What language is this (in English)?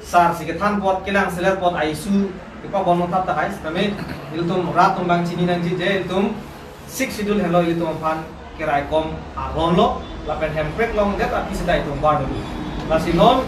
Karbi